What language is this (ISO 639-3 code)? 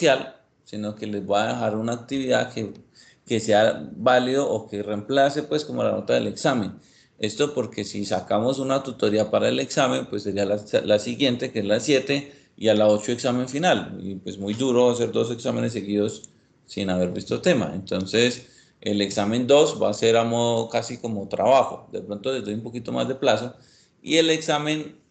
spa